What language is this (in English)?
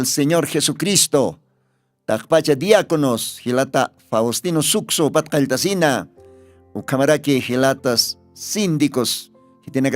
Aymara